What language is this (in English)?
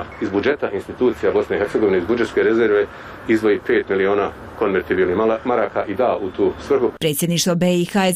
Bosnian